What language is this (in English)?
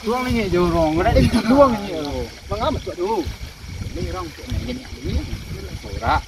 Minangkabau